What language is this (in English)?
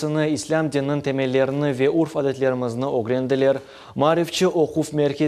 Crimean Tatar